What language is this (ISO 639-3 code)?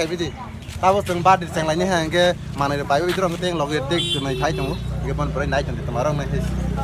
trp